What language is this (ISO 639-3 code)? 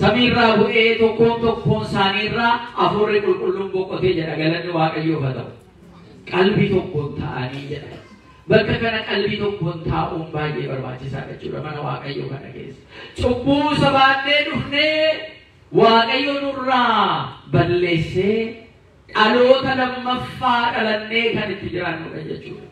orm